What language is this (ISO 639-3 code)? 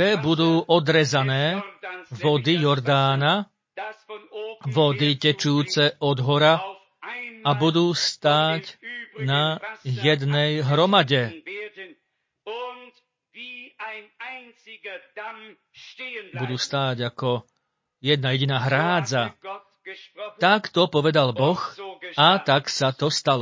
slk